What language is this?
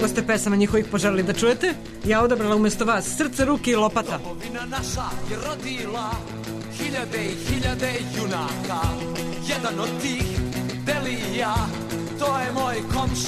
Serbian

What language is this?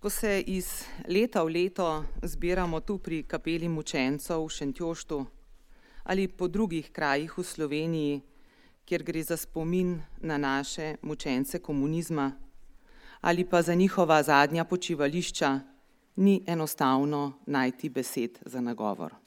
Slovenian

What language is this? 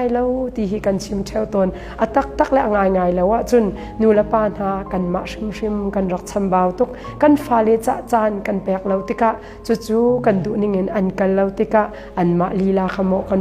Hakha Chin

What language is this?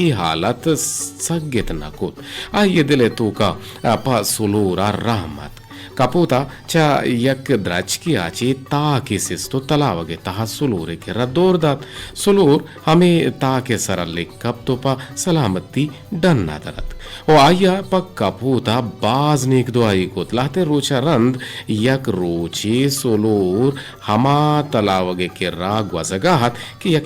Eastern Balochi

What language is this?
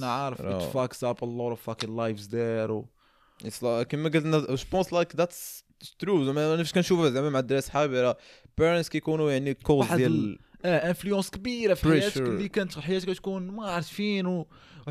Moroccan Arabic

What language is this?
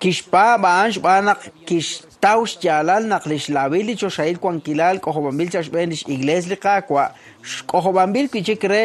Kekchí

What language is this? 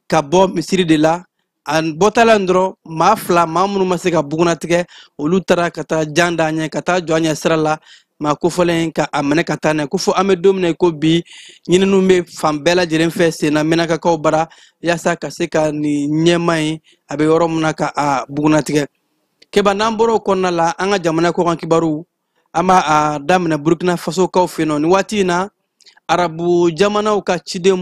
Bambara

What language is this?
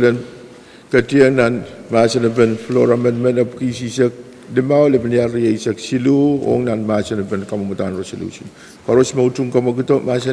Pohnpeian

